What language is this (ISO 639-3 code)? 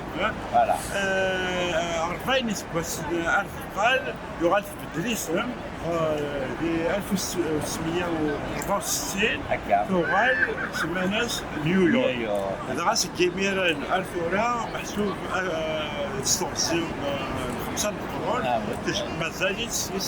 kab